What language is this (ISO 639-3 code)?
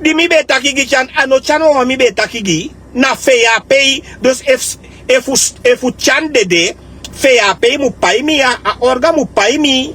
srn